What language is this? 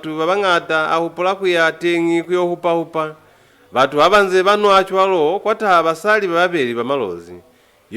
Lozi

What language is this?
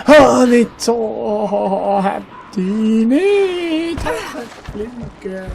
Swiss German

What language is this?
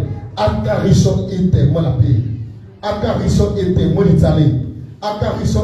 Tswana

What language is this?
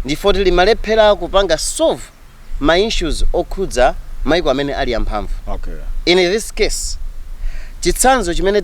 Nyanja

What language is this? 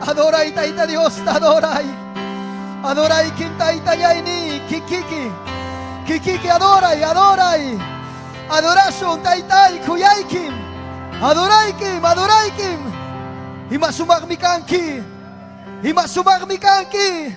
Ayacucho Quechua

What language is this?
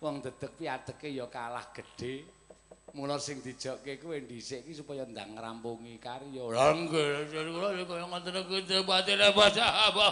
Javanese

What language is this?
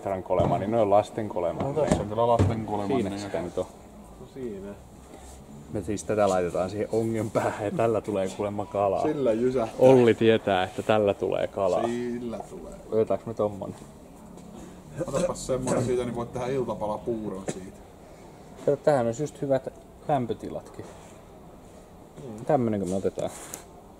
Finnish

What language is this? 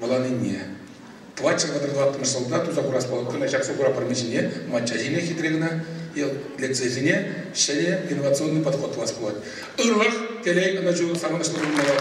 Chuvash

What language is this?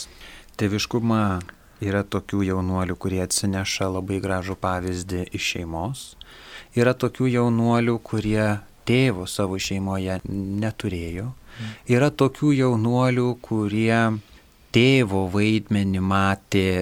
Lithuanian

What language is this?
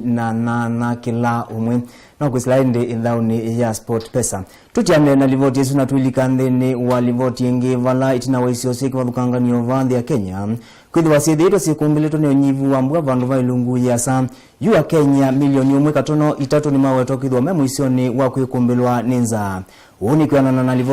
Kamba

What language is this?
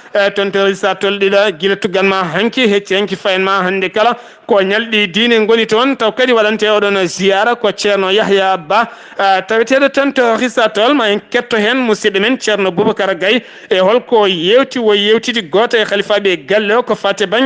Fula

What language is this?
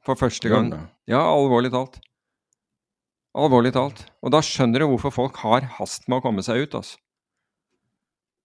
Norwegian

